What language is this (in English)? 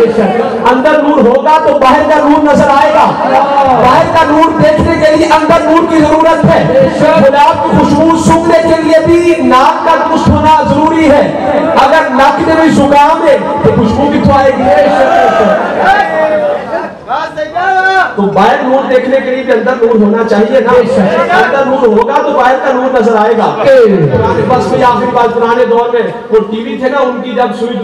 Urdu